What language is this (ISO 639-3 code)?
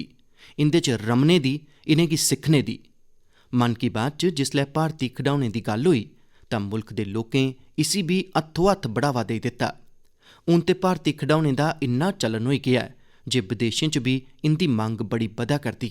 doi